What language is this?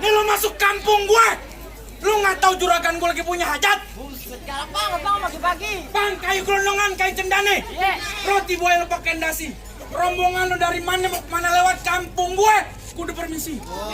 Betawi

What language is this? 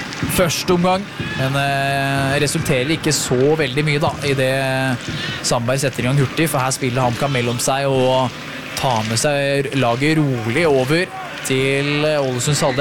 Norwegian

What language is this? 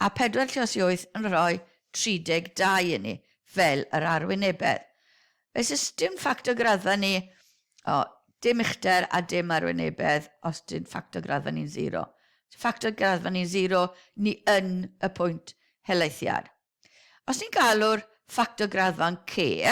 Welsh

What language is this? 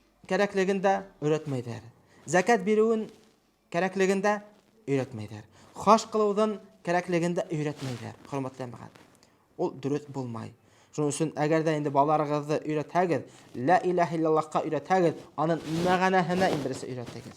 Bashkir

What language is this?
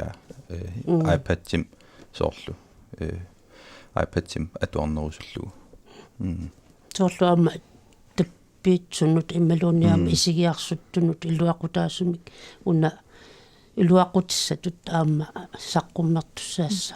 Kalaallisut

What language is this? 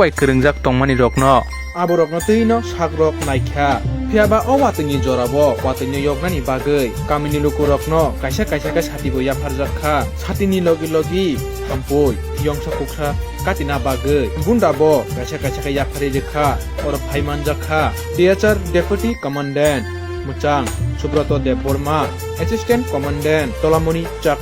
Kok Borok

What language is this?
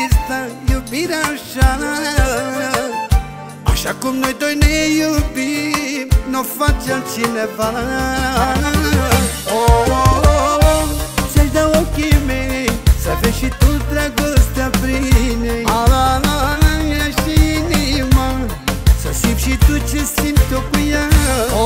Romanian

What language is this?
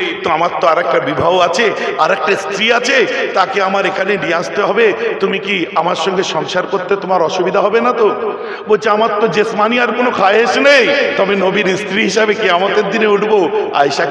Bangla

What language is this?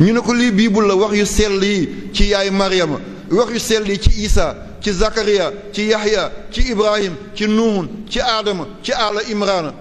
Wolof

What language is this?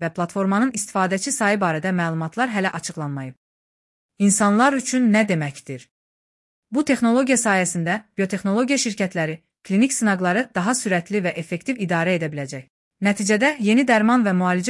Azerbaijani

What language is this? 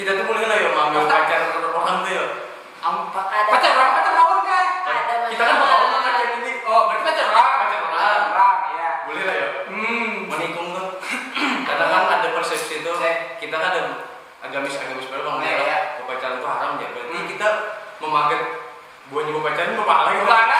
Banjar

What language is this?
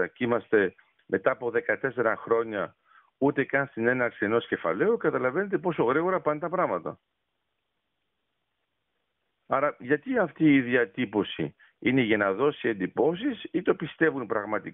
Greek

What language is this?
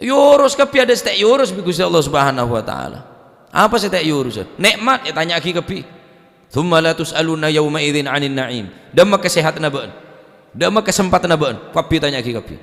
Madurese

